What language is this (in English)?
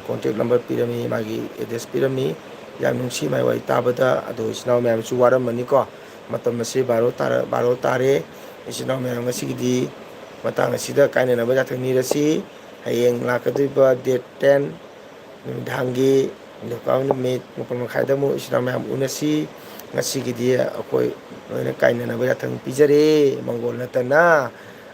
Manipuri